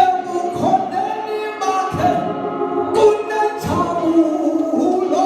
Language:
Xhosa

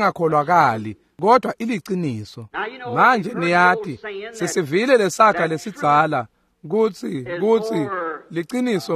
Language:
Swati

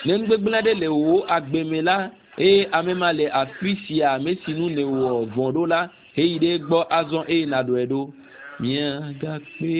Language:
Ewe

